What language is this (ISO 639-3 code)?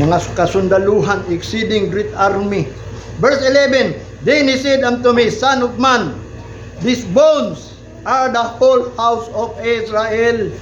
ceb